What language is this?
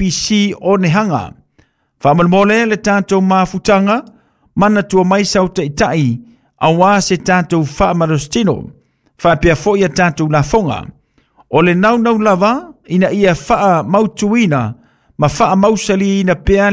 Samoan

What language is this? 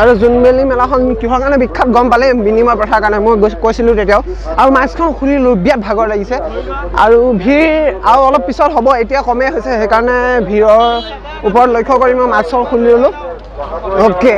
Assamese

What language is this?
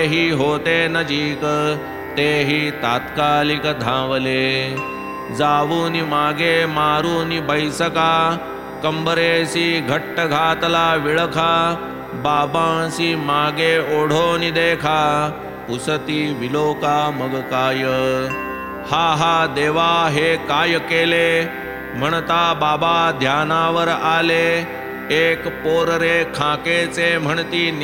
Marathi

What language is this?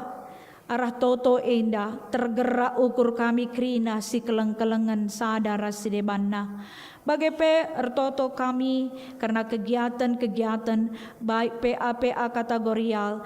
Batak Karo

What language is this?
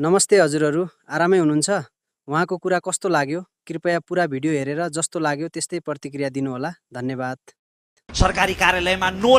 Nepali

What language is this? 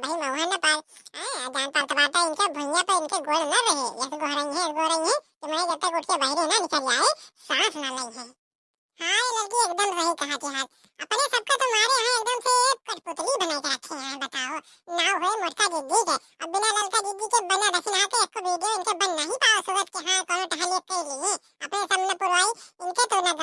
Awadhi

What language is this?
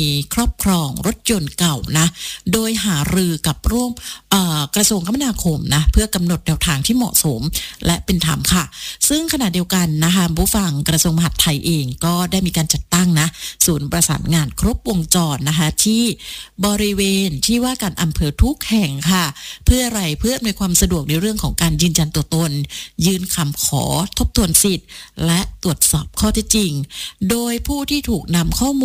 Thai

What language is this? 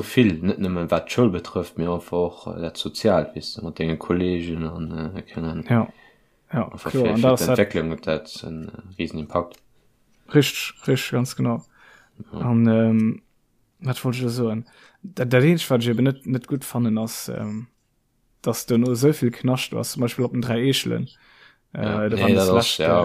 Luxembourgish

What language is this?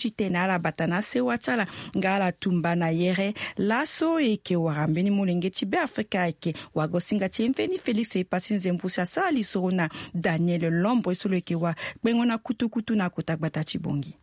Sango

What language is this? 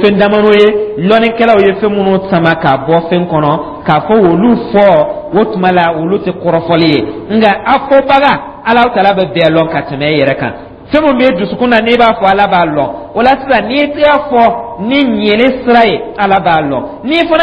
Dyula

